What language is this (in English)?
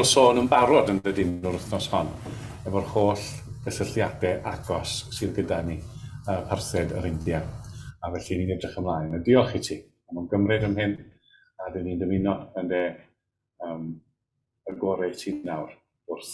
Welsh